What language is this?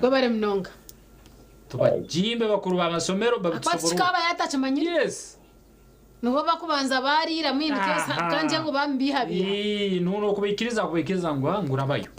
Nyankole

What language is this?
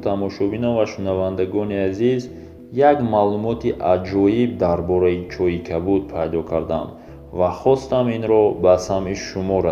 Tajik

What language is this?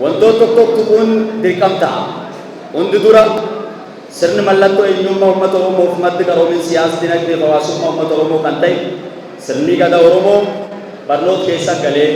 Oromo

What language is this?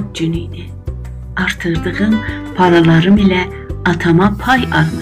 South Azerbaijani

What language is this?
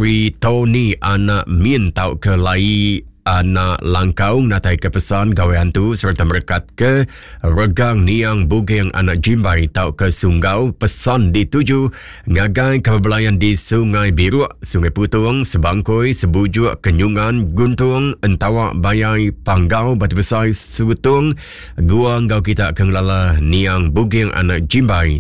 Iban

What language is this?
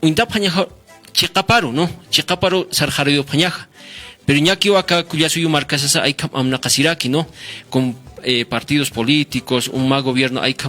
Aymara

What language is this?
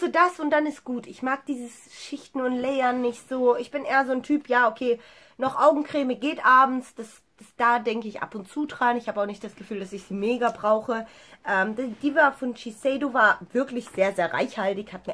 German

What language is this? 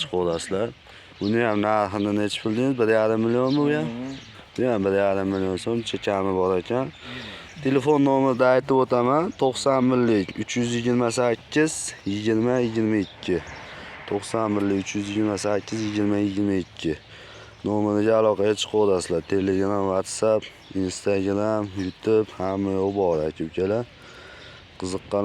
Uzbek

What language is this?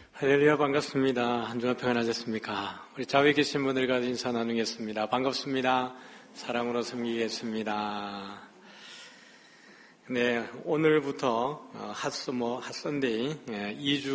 Korean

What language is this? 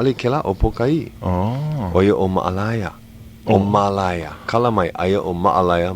Hawaiian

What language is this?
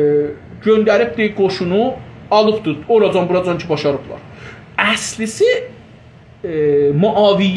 South Azerbaijani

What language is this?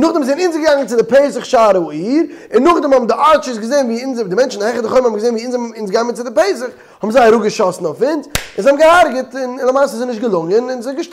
Yiddish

